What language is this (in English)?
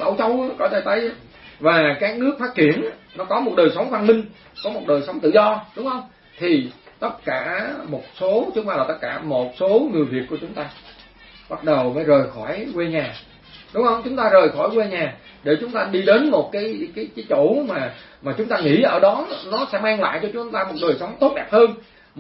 Vietnamese